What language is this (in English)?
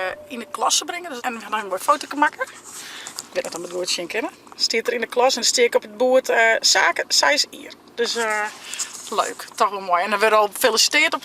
Western Frisian